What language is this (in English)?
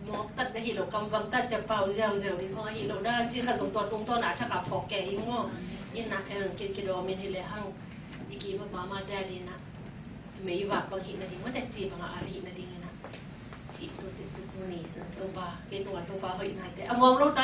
Tedim Chin